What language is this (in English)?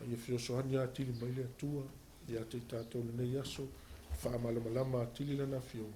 Samoan